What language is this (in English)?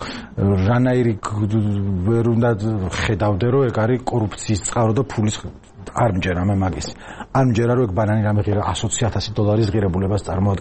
Georgian